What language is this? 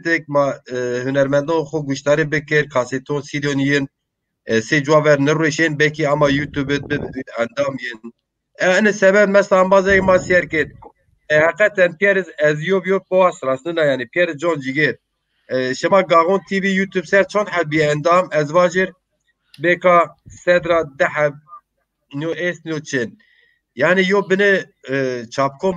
Zaza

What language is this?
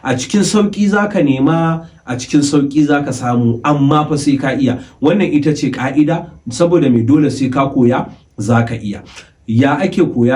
Hausa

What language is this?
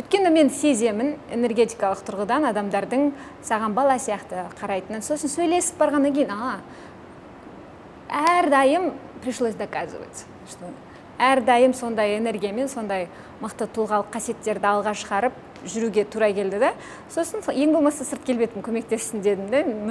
Kazakh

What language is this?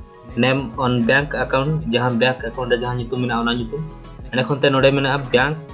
Santali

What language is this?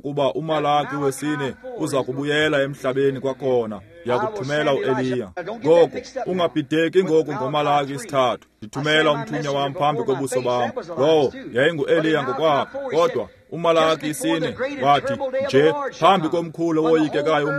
Xhosa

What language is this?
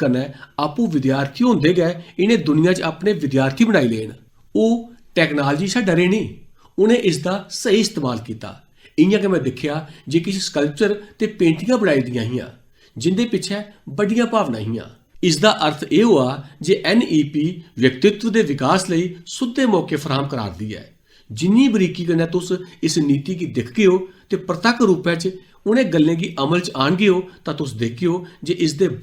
Dogri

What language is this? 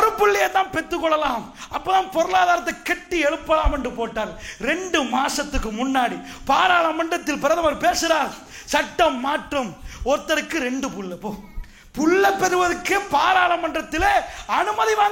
Tamil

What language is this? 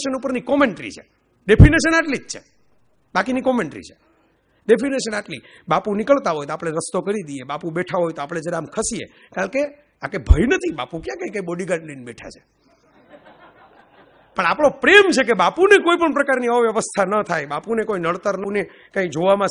Gujarati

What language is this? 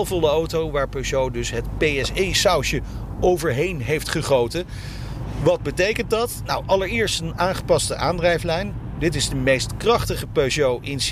Dutch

